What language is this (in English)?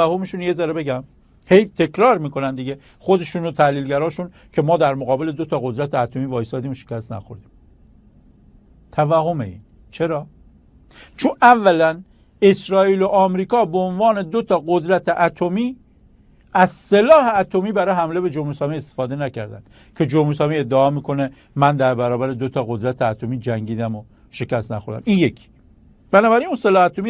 Persian